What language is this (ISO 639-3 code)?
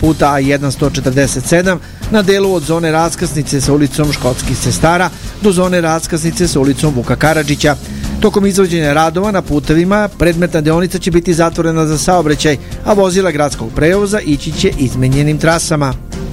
srp